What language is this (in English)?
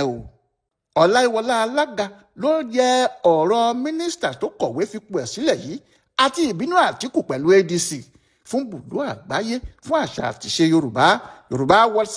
Yoruba